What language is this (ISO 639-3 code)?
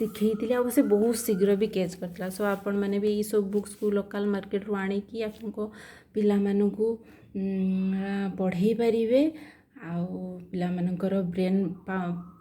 ori